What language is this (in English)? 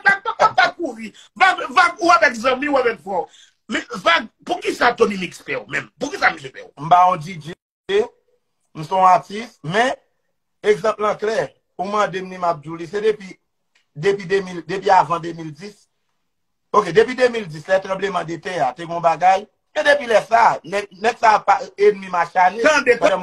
Haitian Creole